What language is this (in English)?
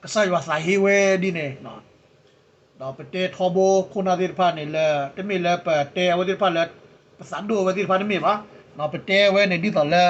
S'gaw Karen